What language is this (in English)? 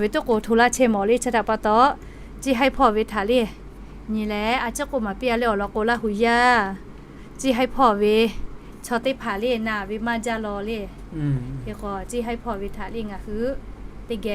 Lahu